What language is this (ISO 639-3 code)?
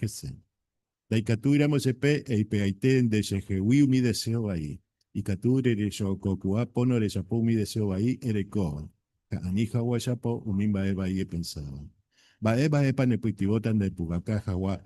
grn